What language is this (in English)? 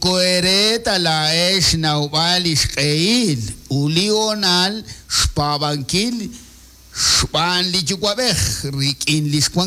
Kekchí